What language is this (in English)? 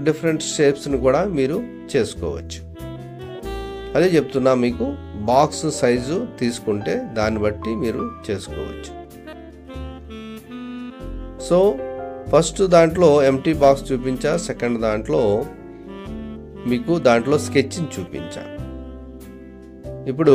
Telugu